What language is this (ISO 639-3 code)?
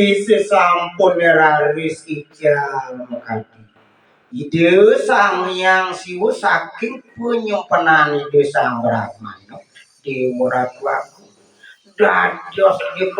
ban